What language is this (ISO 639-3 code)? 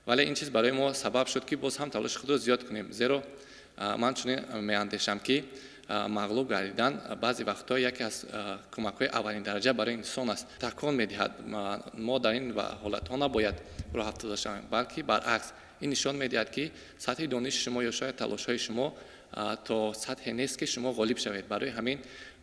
tgk